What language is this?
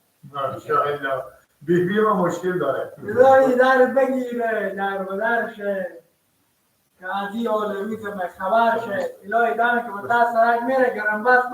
Persian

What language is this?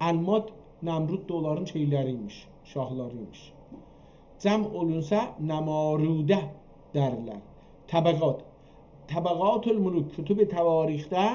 South Azerbaijani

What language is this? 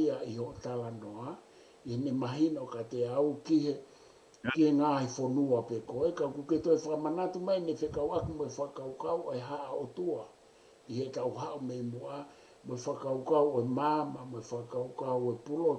Tongan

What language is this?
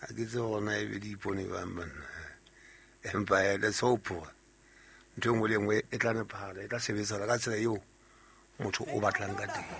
Southern Sotho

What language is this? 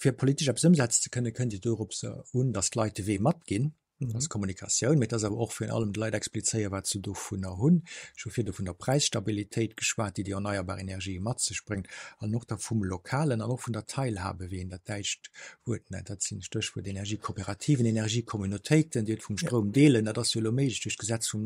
Luxembourgish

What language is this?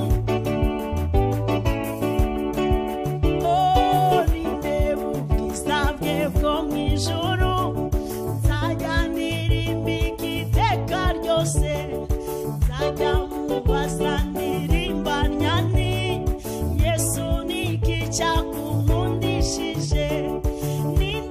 Kinyarwanda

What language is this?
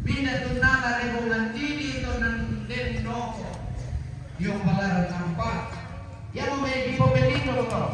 Toraja-Sa'dan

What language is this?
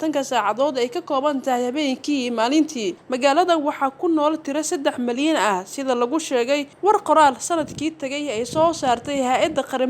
Somali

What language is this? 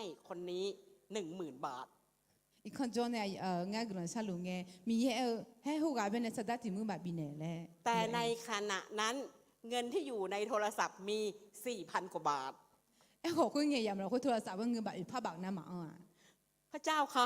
Akha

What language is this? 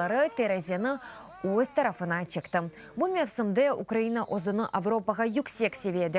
Crimean Tatar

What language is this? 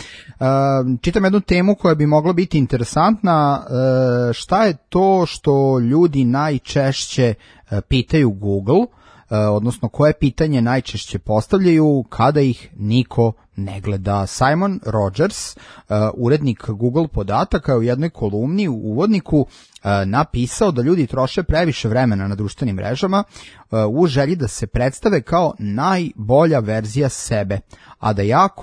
Serbian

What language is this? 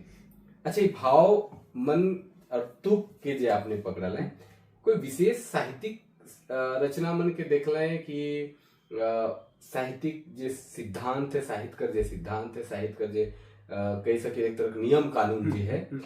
Sadri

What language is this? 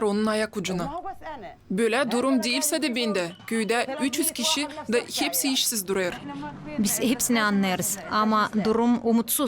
Gagauz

